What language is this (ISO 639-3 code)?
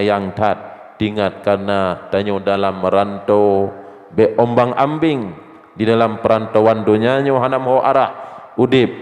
ace